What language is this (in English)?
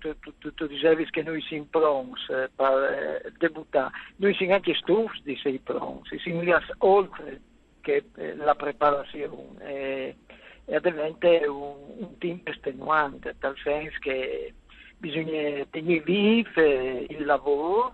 Friulian